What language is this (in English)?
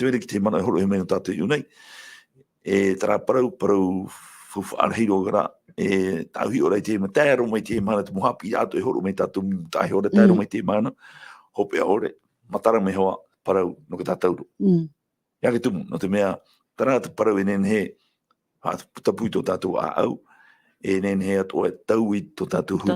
Tahitian